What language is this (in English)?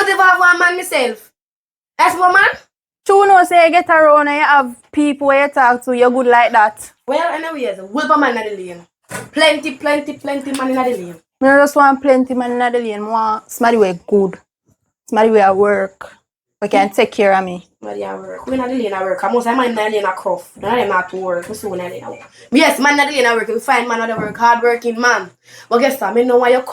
Jamaican Creole English